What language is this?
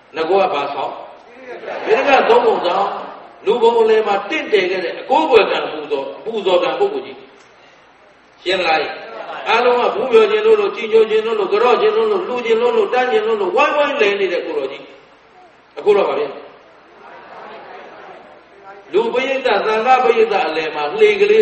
Burmese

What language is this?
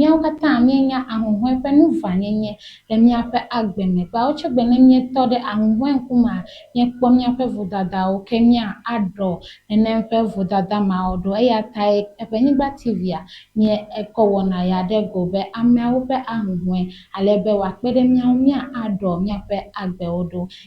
Ewe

